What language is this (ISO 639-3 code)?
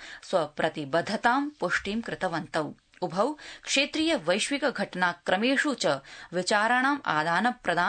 san